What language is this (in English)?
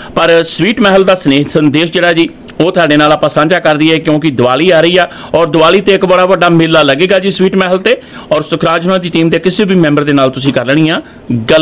Punjabi